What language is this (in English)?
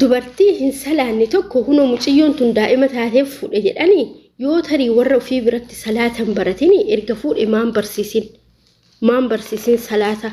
Oromo